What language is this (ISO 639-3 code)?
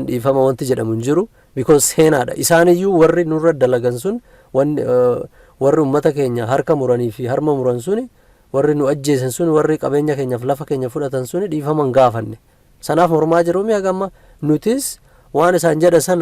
orm